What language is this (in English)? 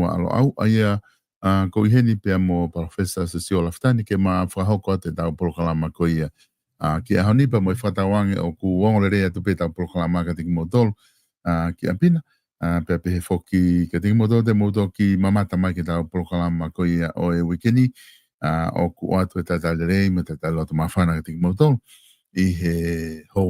Tongan